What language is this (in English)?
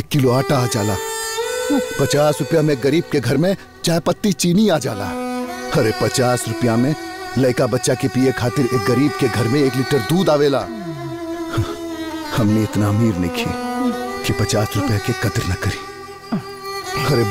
Bhojpuri